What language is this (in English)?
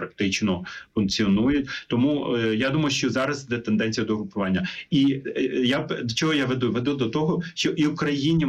Ukrainian